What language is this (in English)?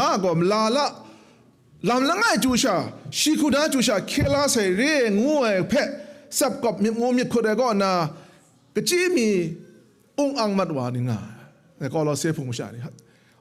Kachin